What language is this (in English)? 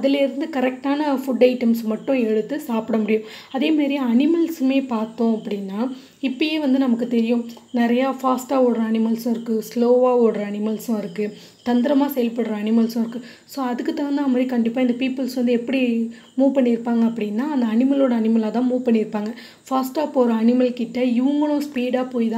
Tamil